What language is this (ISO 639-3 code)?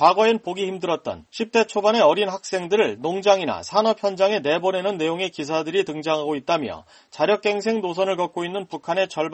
kor